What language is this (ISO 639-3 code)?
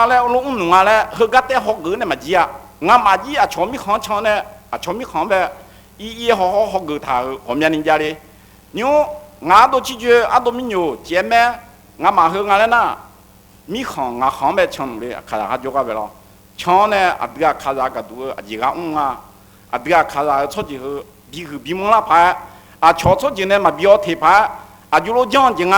ahk